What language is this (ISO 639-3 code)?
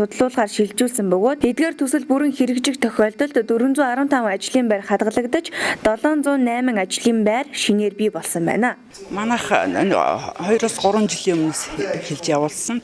mon